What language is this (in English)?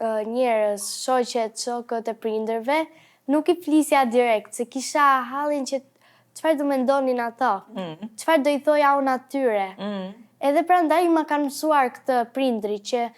Albanian